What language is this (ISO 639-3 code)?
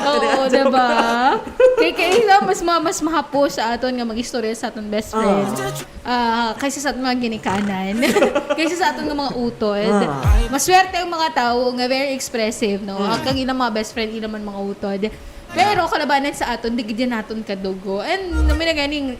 hil